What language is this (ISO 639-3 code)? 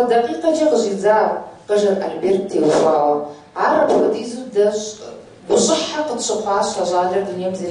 kbd